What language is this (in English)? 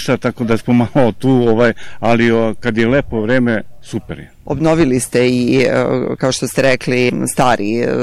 Serbian